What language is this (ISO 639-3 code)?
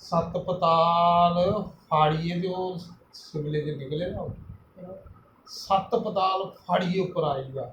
doi